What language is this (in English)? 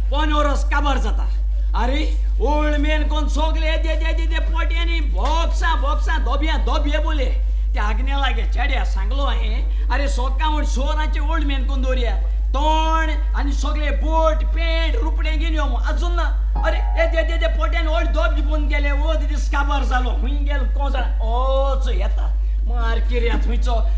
Konkani